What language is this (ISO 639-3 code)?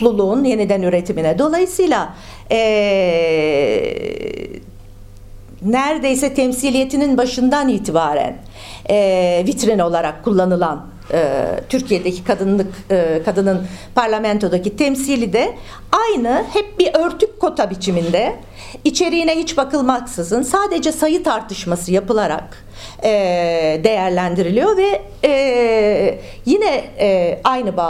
tur